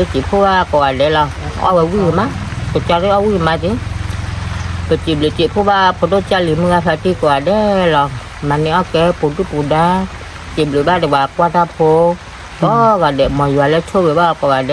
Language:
S'gaw Karen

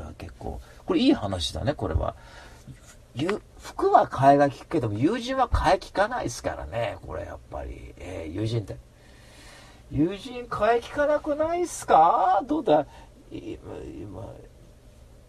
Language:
Japanese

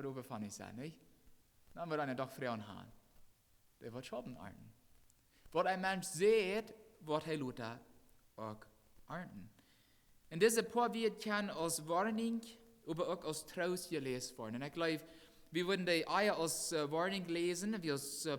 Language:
Plautdietsch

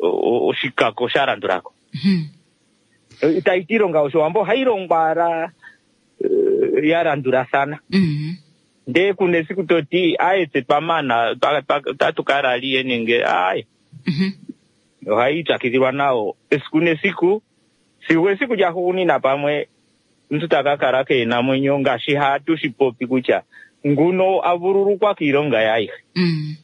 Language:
Kuanyama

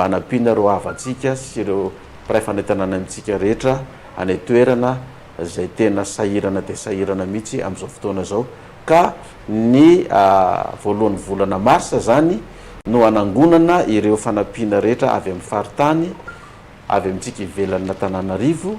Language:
Malagasy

